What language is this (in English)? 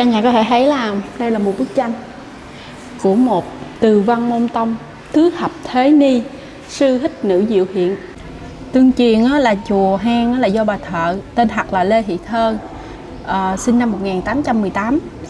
Vietnamese